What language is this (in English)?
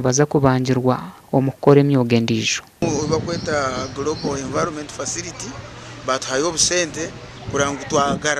Nyankole